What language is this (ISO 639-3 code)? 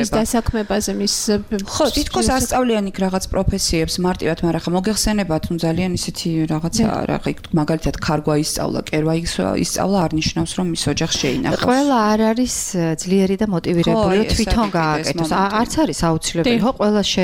kat